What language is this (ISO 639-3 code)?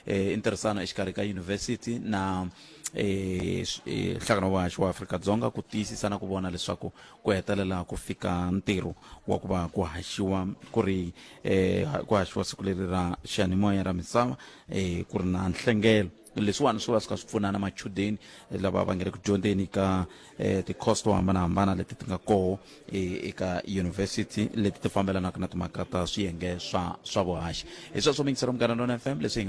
tso